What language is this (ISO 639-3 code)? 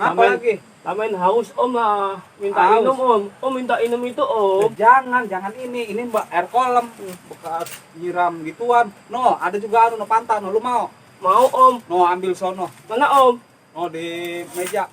bew